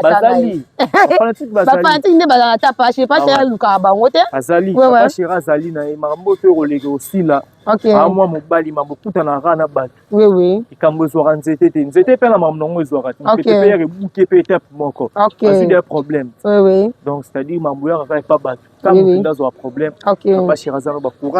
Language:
Lingala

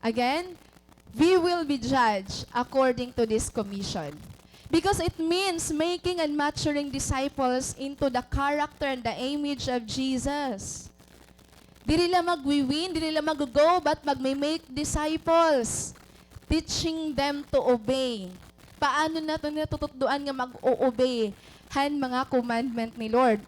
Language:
Waray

